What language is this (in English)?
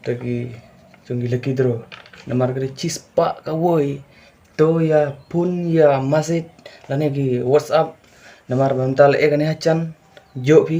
Khasi